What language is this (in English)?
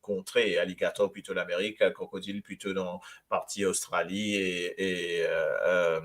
Morisyen